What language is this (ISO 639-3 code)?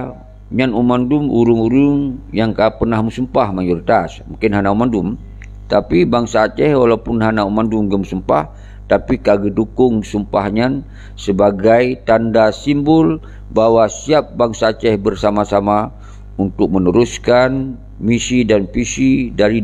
ace